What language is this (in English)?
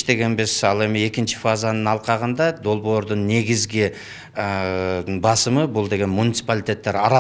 Kyrgyz